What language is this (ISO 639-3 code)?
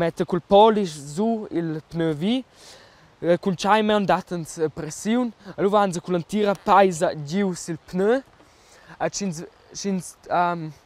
roh